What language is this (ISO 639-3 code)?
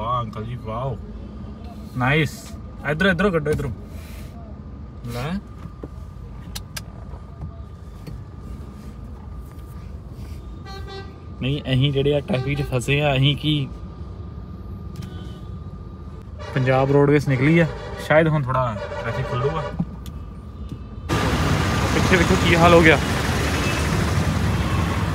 pan